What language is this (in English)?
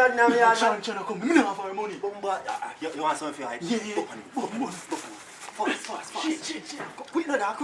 Jamaican Creole English